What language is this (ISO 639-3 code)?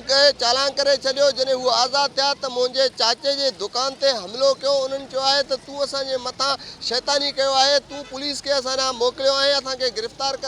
snd